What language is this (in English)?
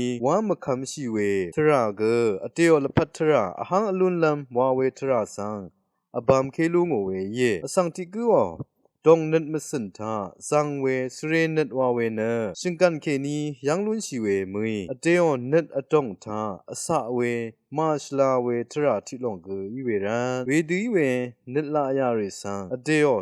Rawang